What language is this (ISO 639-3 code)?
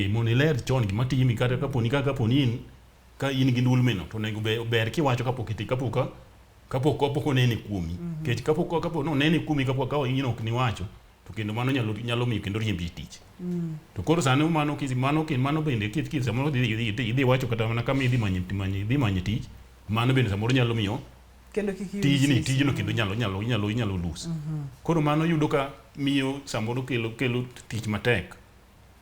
luo